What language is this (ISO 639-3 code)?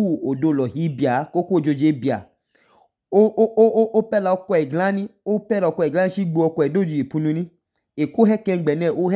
idu